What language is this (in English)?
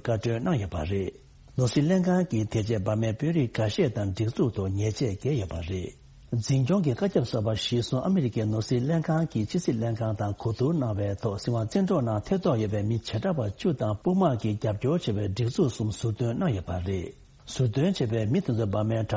Tibetan